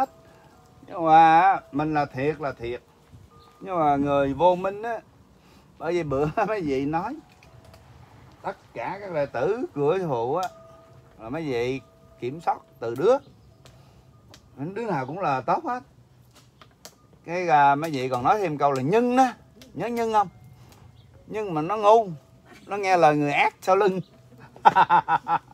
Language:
Vietnamese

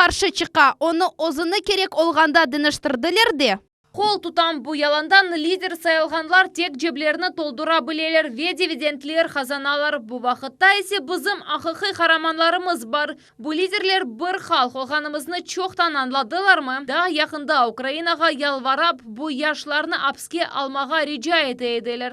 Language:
Crimean Tatar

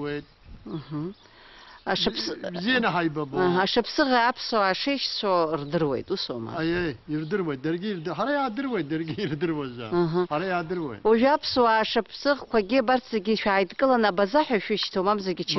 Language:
Abkhazian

